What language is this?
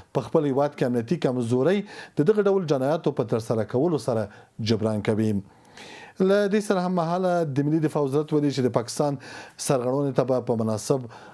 Pashto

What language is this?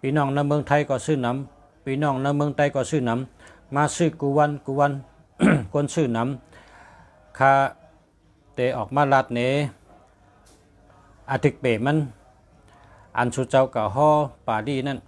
Shan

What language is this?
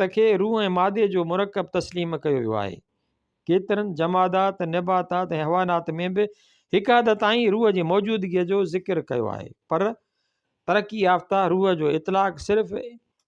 Sindhi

